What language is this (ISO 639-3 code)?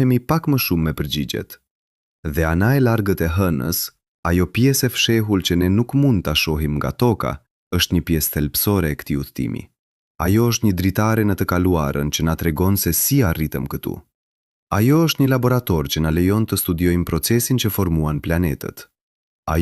sqi